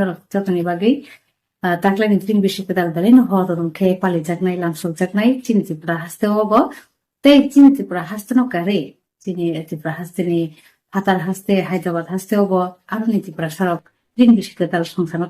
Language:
Kok Borok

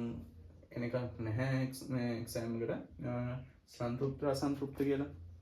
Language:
Sinhala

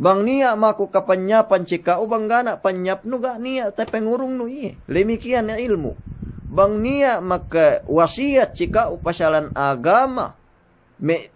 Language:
Yakan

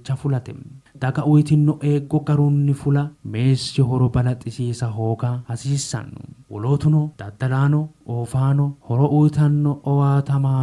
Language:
Sidamo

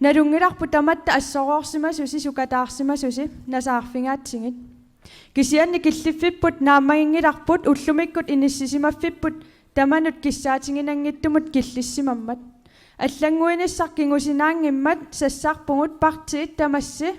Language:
Kalaallisut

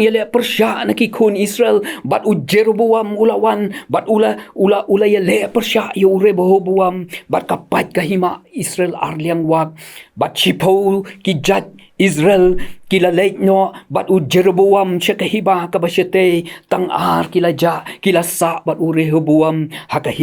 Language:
Khasi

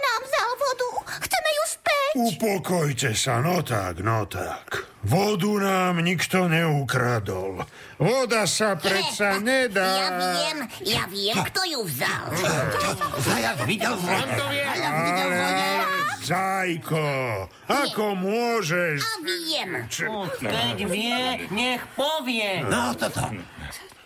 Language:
Slovak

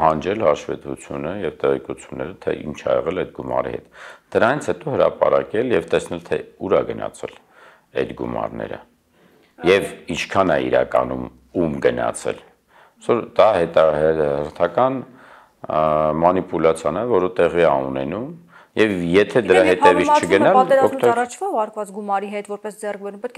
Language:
Armenian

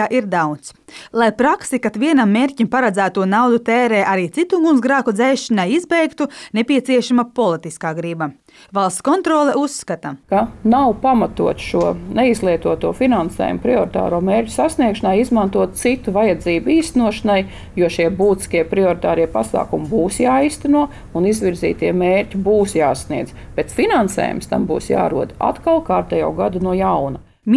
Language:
Latvian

